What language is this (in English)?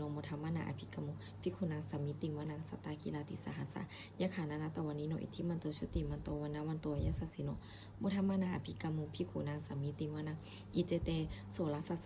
Pali